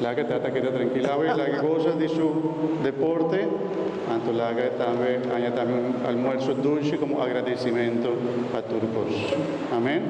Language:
Papiamento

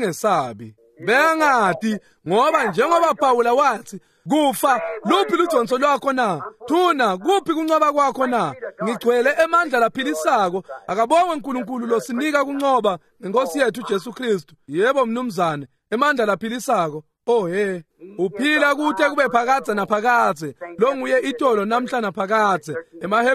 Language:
Swati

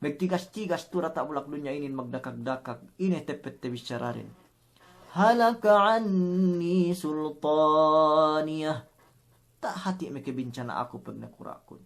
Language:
Yakan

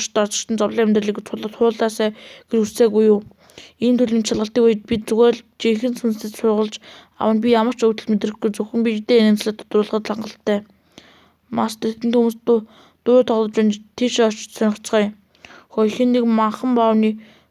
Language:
Mongolian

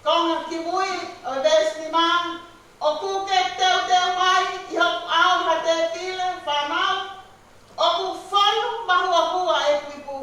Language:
Tongan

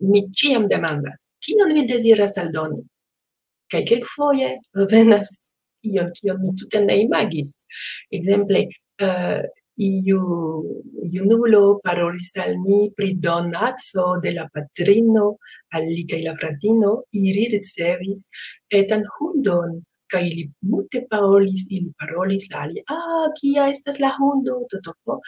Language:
Esperanto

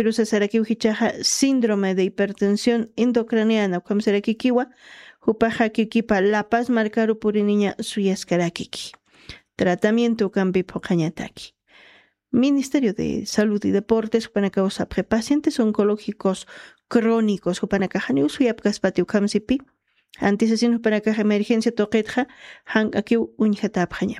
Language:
Aymara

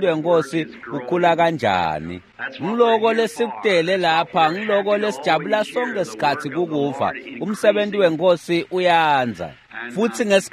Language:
Swati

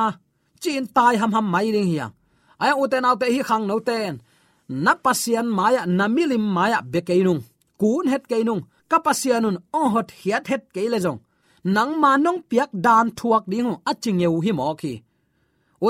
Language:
Tedim Chin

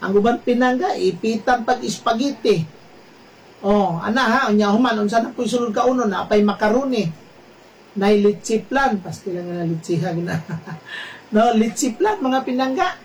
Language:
Cebuano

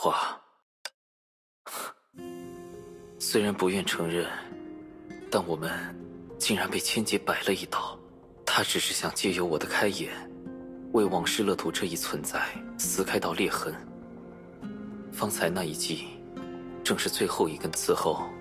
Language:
Chinese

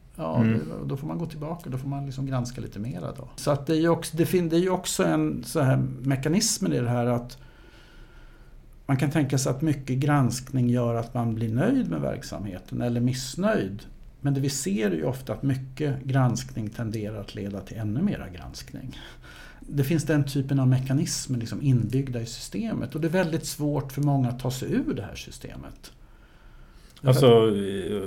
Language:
Swedish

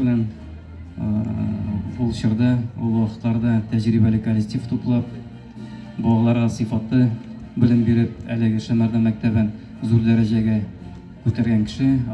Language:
Tatar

